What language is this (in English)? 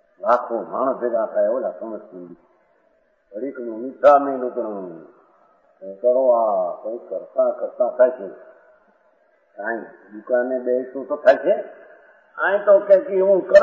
Gujarati